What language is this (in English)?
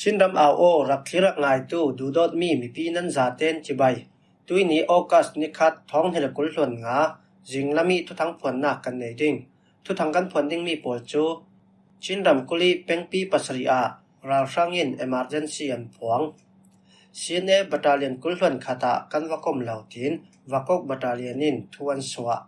Falam Chin